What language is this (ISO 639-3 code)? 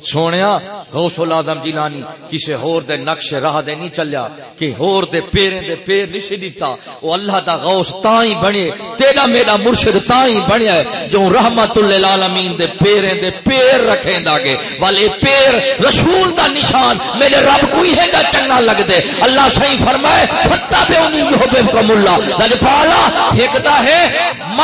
skr